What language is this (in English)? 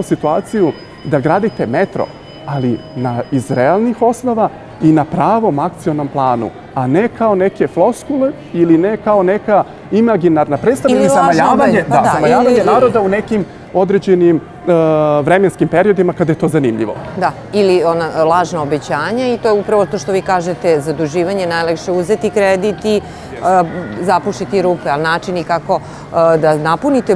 Serbian